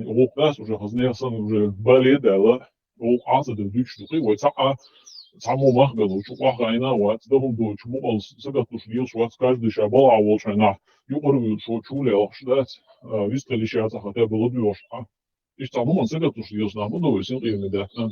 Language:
Chechen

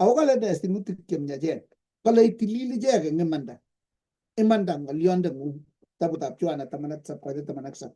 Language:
Kalenjin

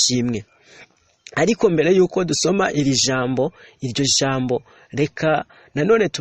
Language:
Kinyarwanda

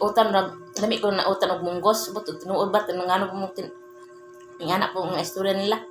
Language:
Cebuano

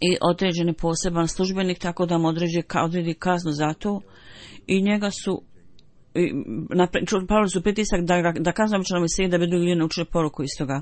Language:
Bosnian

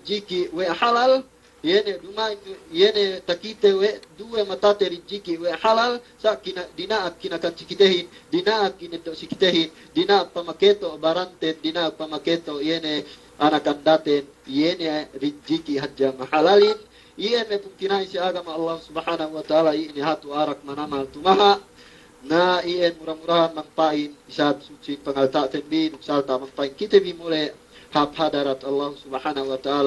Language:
Yakan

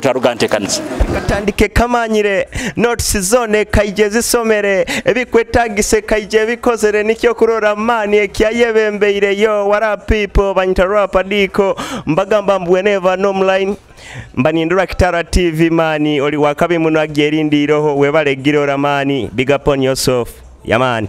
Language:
Nyoro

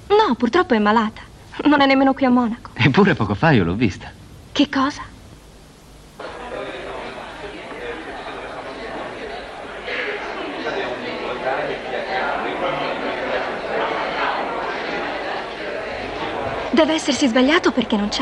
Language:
Italian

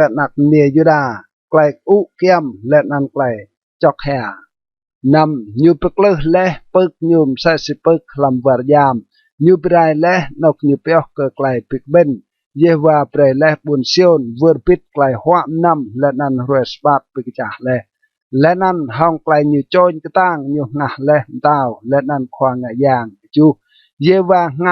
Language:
Rade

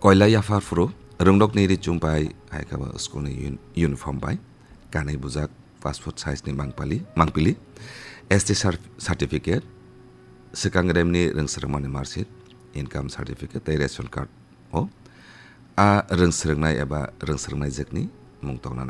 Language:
Kok Borok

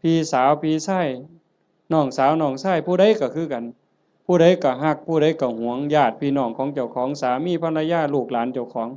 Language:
Northeastern Thai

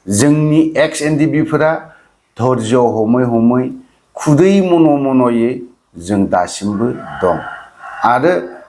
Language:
Bodo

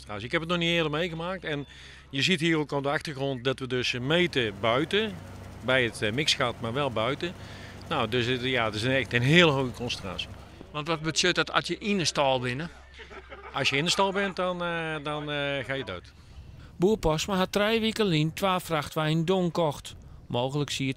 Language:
Western Frisian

